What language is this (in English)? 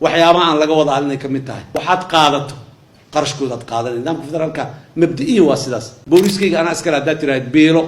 Somali